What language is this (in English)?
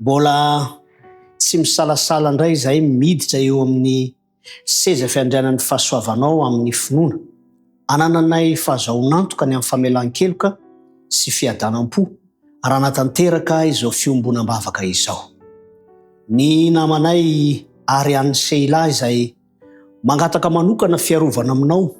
Malagasy